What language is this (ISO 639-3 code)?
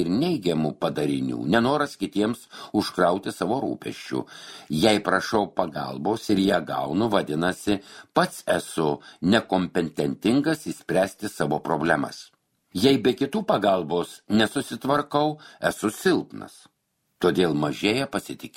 lit